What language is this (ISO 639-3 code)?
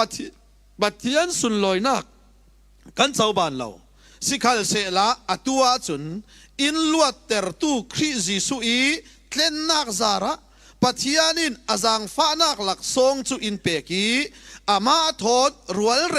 cfm